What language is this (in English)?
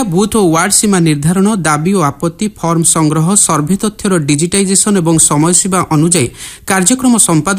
Odia